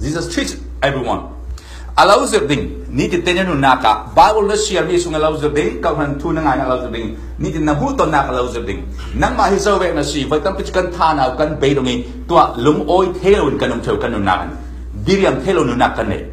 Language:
Falam Chin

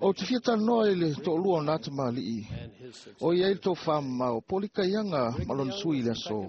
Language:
Samoan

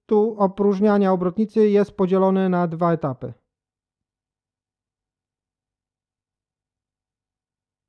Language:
Polish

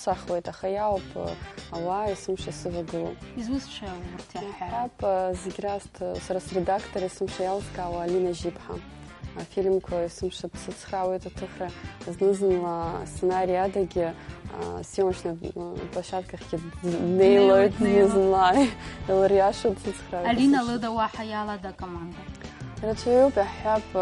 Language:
Abkhazian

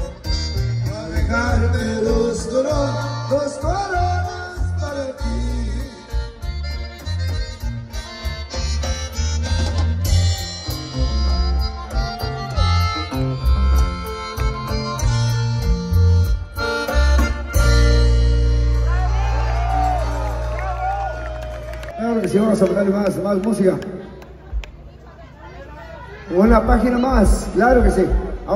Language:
Spanish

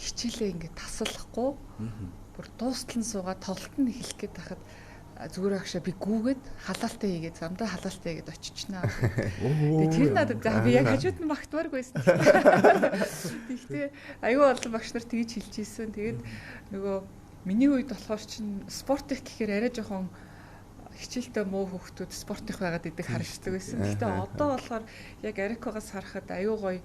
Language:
Mongolian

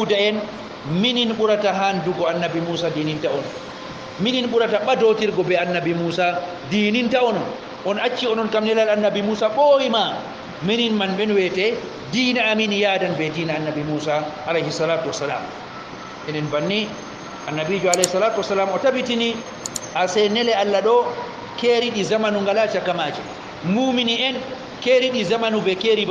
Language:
Fula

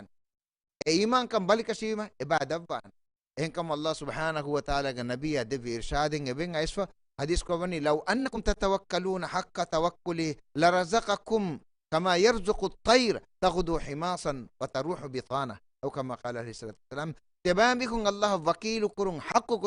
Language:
Divehi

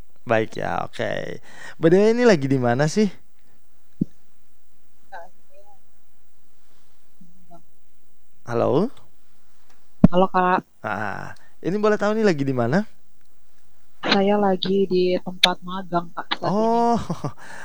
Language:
Indonesian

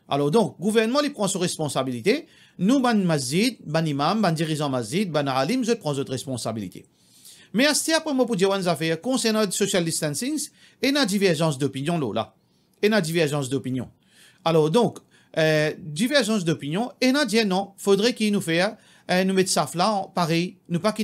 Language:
Morisyen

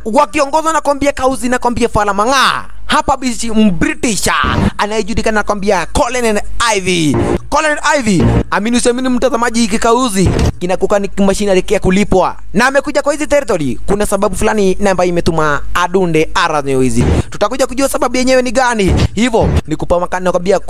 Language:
Swahili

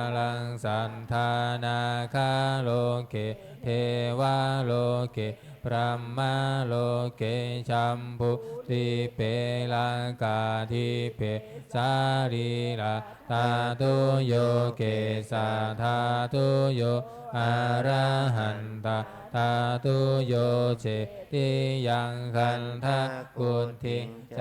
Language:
Pali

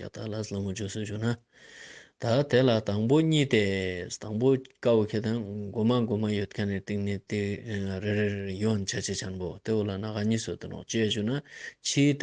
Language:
Ladakhi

